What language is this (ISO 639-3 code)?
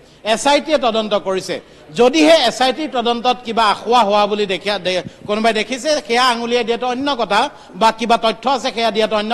asm